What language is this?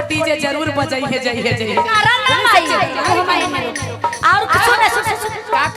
Magahi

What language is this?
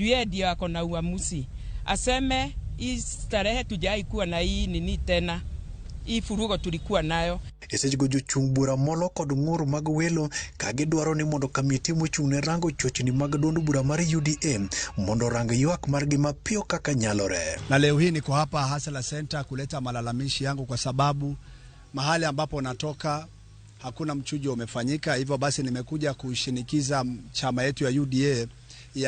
Luo (Kenya and Tanzania)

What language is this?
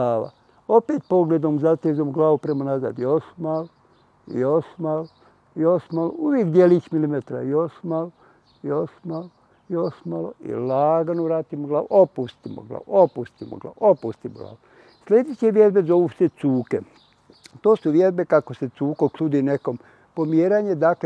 Bosnian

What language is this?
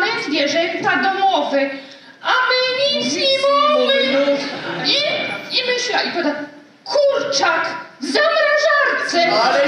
Silesian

